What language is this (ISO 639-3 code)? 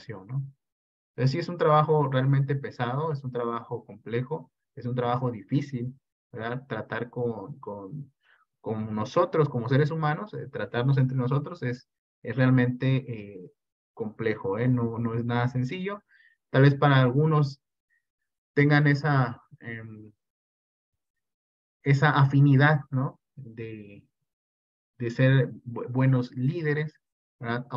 spa